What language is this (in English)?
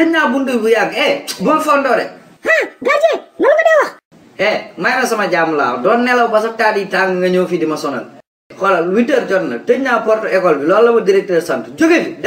Wolof